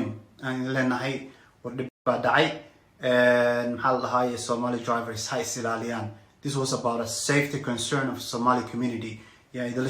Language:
Somali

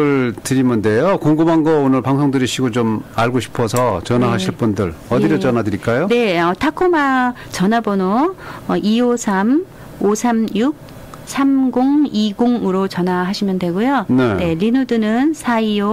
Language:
Korean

